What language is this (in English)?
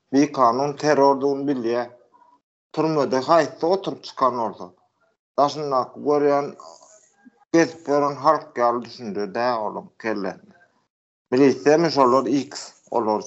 Turkmen